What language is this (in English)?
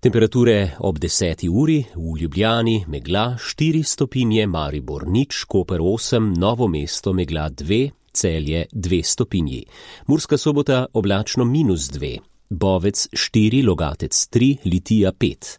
Slovenian